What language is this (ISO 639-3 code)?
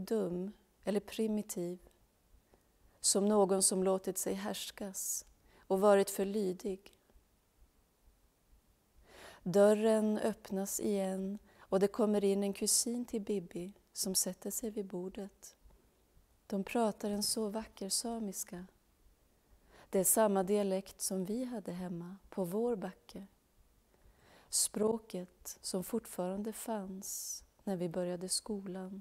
swe